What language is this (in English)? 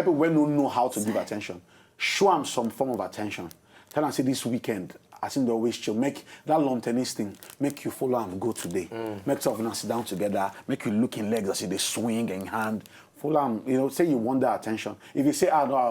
Nigerian Pidgin